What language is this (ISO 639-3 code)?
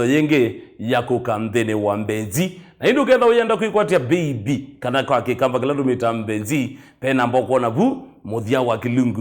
kam